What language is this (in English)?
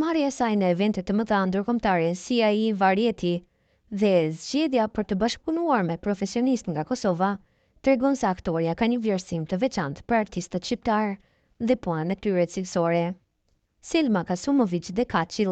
Albanian